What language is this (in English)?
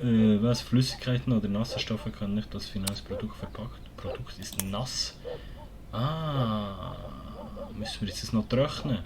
Swiss German